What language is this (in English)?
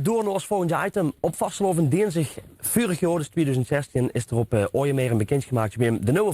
Limburgish